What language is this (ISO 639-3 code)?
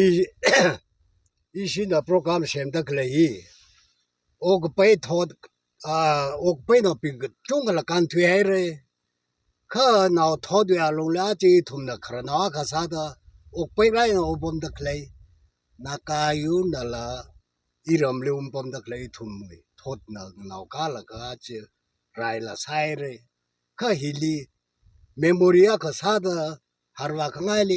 nmf